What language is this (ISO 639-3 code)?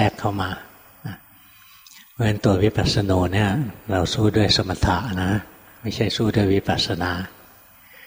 tha